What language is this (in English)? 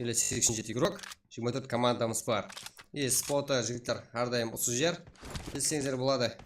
Kara-Kalpak